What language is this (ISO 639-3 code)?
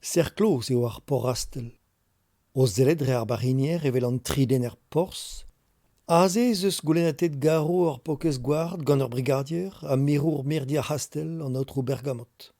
bre